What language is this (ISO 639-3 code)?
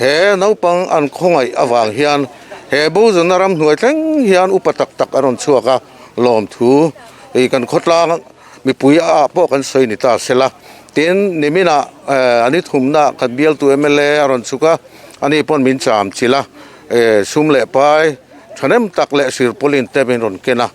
lus